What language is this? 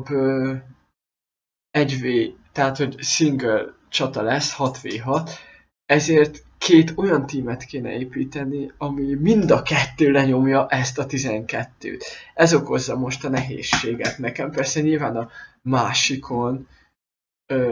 Hungarian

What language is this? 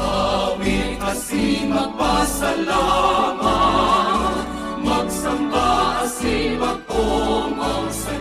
Bikol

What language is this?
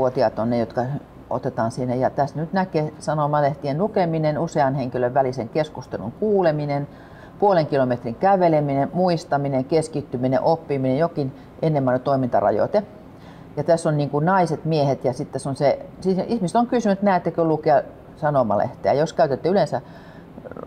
Finnish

